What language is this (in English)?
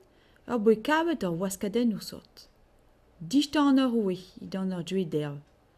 Breton